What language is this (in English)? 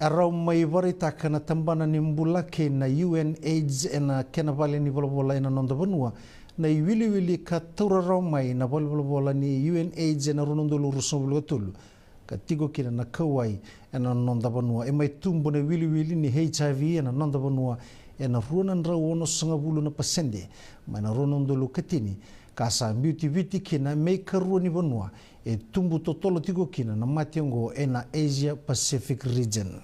Fijian